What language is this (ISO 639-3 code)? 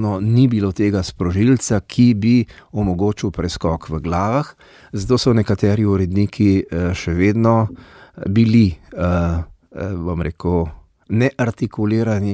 slv